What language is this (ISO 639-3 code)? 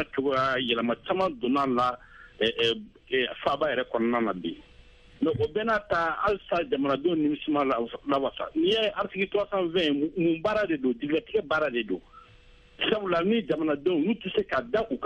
bam